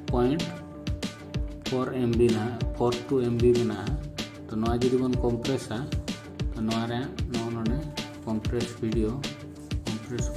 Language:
Santali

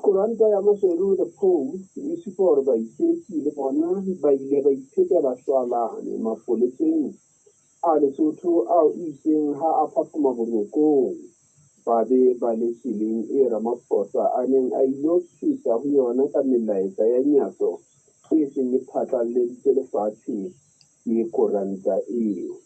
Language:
Southern Sotho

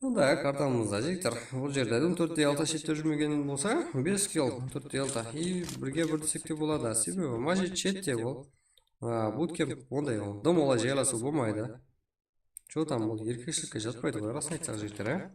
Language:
Kara-Kalpak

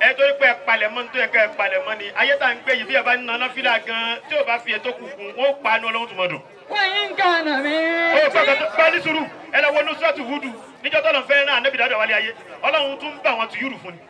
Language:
Yoruba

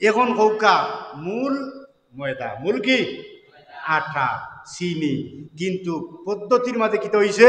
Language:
Sylheti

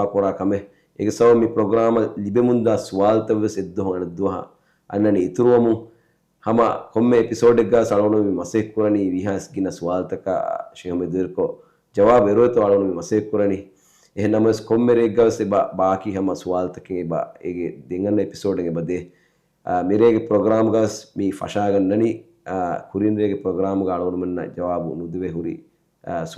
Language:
Divehi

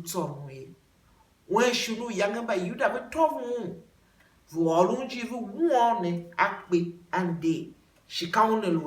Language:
Tiv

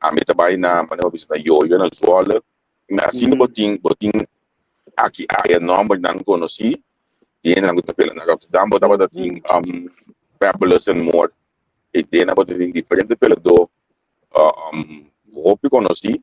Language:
Papiamento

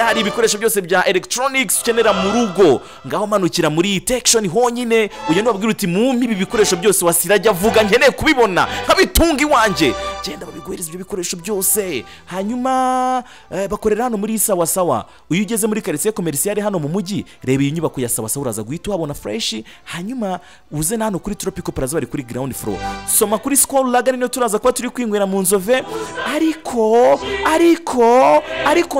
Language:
Kinyarwanda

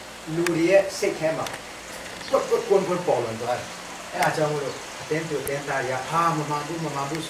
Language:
Burmese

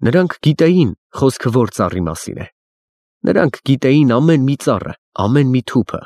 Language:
Armenian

